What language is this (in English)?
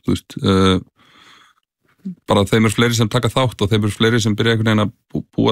Icelandic